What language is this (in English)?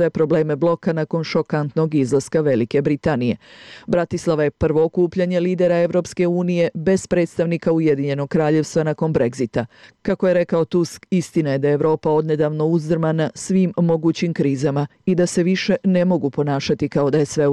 Serbian